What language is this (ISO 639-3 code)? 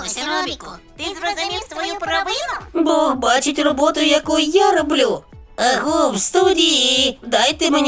ukr